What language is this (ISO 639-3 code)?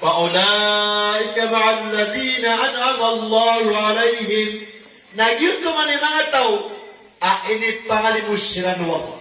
mrw